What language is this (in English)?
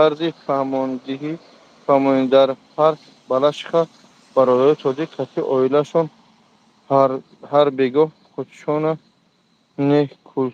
Tajik